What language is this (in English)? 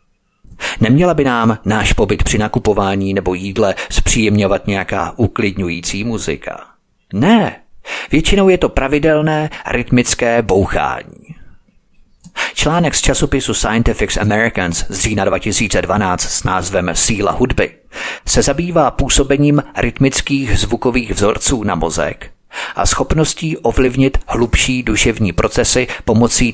Czech